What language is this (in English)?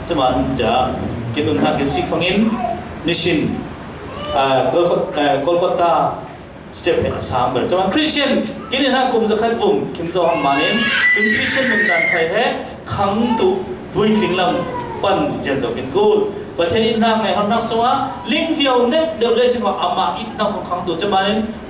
Falam Chin